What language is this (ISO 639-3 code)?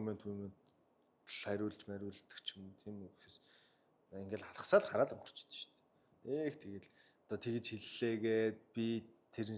mon